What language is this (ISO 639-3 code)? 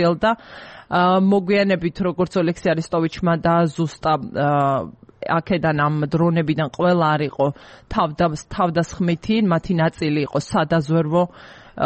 kat